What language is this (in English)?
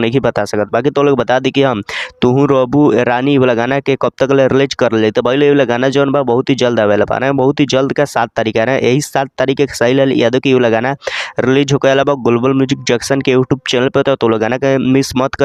Bhojpuri